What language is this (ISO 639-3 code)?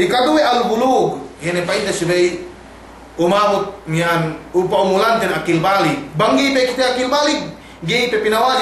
yka